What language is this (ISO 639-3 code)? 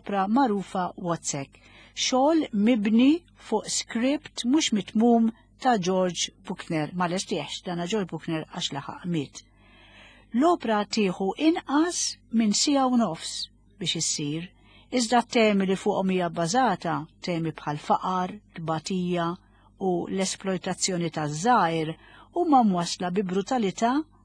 mlt